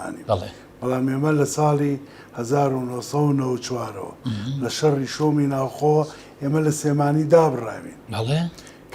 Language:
Central Kurdish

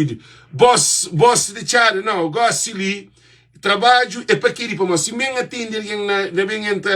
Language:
Kabuverdianu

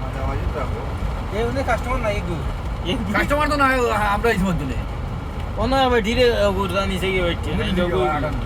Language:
Sylheti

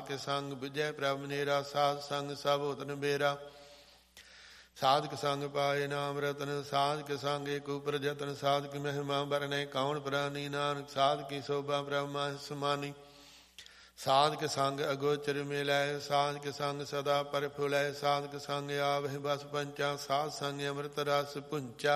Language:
Punjabi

